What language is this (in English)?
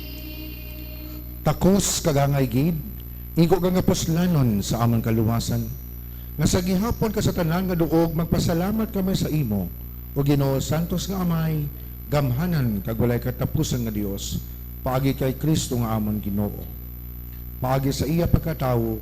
Hiligaynon